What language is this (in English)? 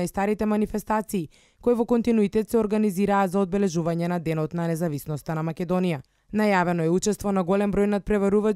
Macedonian